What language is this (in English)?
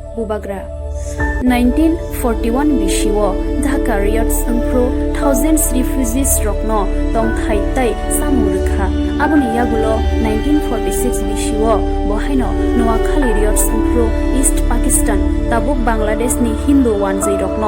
Kok Borok